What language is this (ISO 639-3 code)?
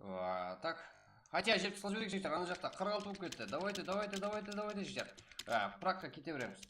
kaa